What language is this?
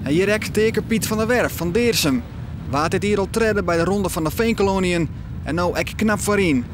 Western Frisian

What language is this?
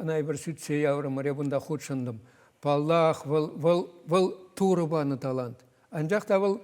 Chuvash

